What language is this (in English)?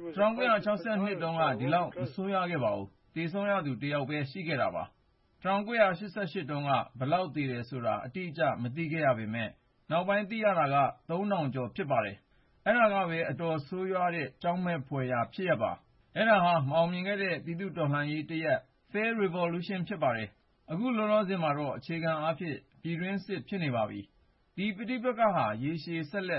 Burmese